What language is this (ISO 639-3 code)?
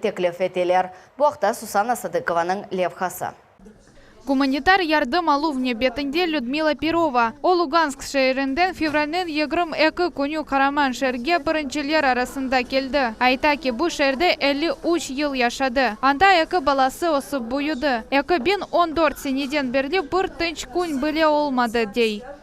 crh